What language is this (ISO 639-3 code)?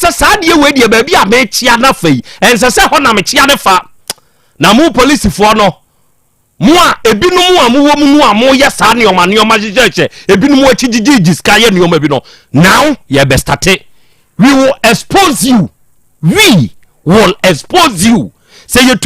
aka